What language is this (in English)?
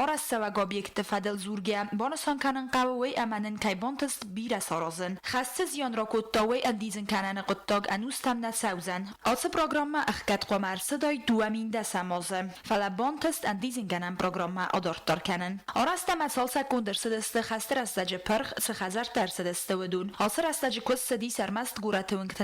Ossetic